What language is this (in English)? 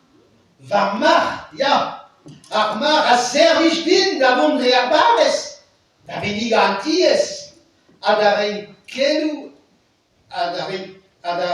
Breton